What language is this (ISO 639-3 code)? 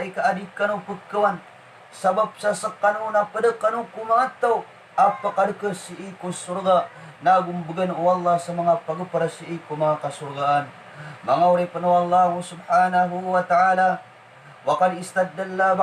mrw